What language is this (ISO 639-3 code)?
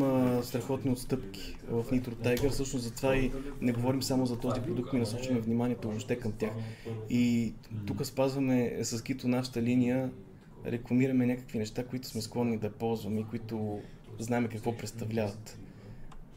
bul